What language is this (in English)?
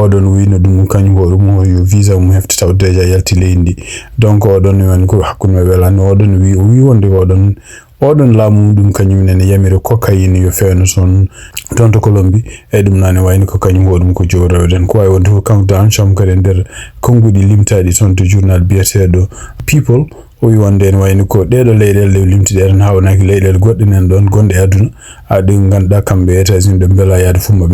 Fula